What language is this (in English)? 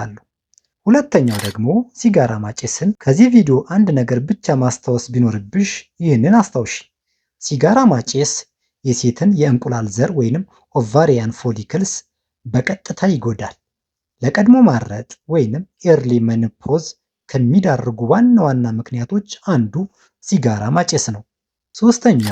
Amharic